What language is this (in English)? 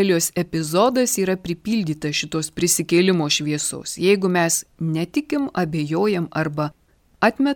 Lithuanian